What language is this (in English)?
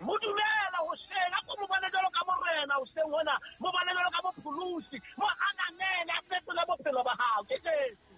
Southern Sotho